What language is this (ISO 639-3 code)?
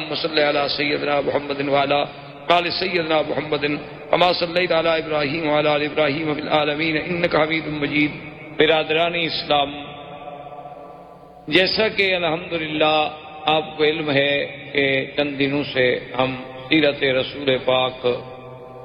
urd